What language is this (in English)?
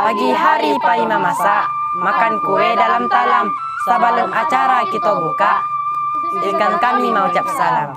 Minangkabau